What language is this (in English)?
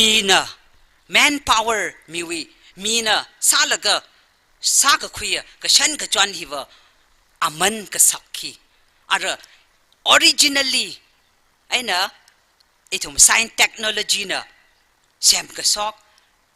Tangkhul Naga (India)